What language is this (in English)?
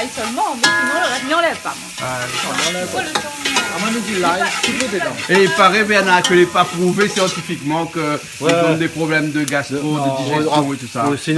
Réunion Creole French